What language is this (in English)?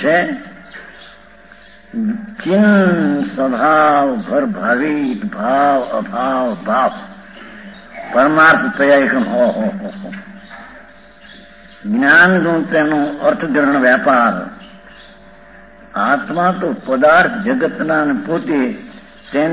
Gujarati